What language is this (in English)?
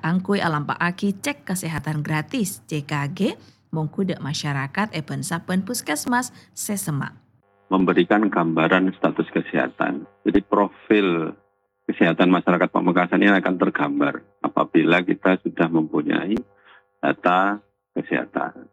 Madurese